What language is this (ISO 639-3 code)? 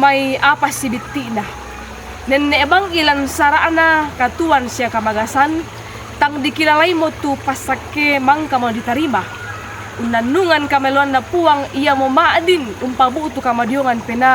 sda